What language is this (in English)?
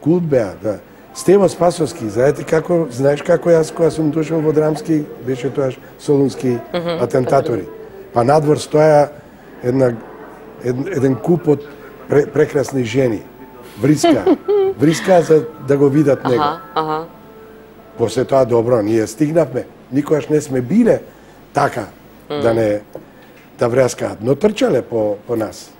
Macedonian